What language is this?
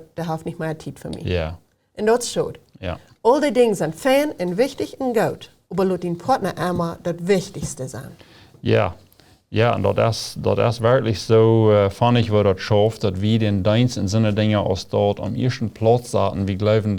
Plautdietsch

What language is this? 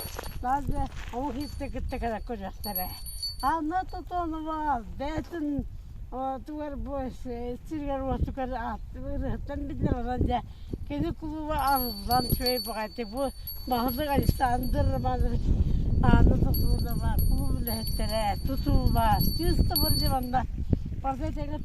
Yakut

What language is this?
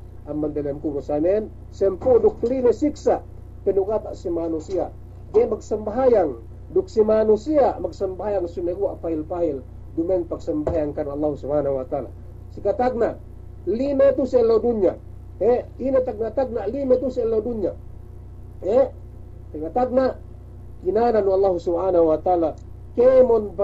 Yakan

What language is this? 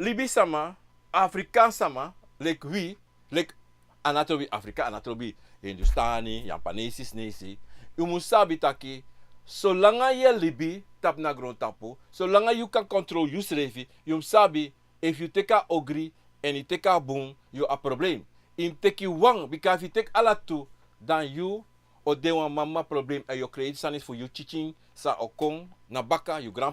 Sranan Tongo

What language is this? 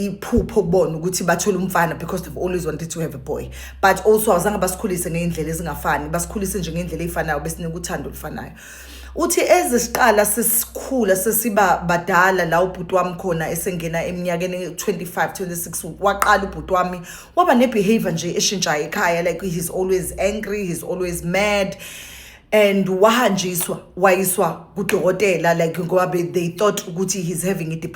Zulu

